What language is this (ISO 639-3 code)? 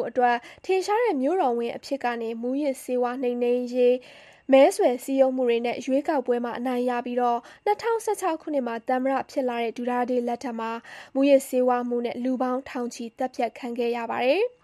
mya